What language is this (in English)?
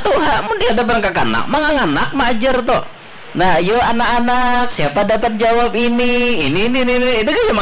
Banjar